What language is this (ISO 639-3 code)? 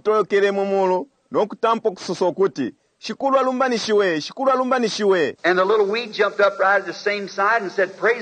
bem